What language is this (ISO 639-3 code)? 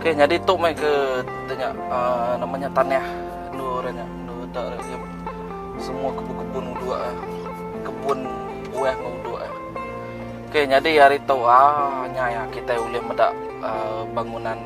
iba